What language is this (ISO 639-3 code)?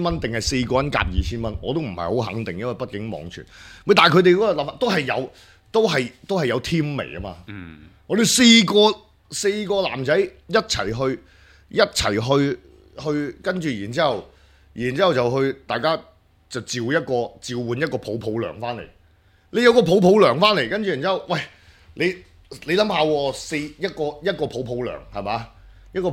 yue